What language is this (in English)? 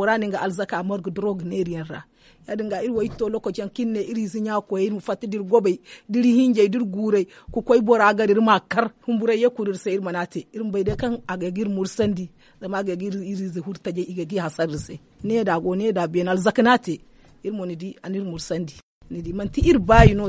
Zarma